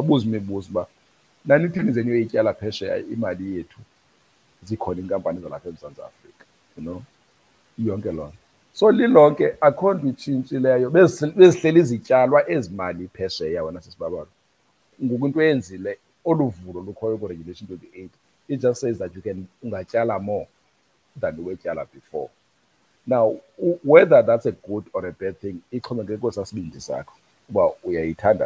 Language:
Xhosa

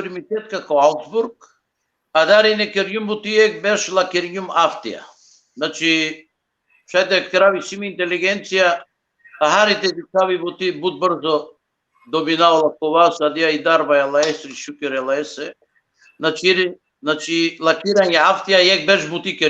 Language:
Balkan Romani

